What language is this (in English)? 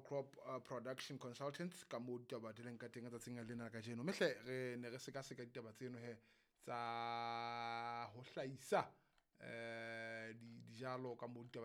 Southern Sotho